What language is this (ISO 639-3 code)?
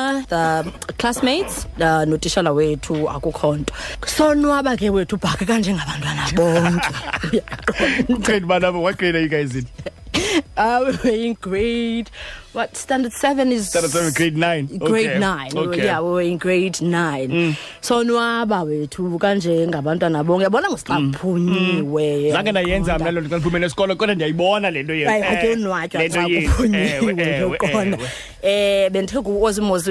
xho